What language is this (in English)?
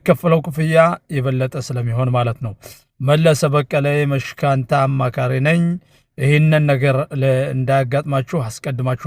Amharic